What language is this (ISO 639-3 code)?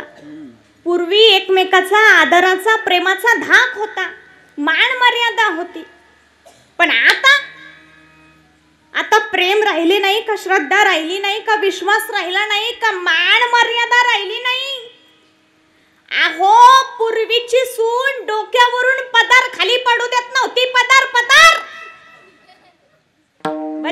mar